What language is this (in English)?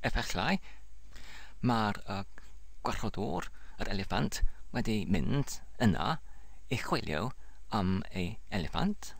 Welsh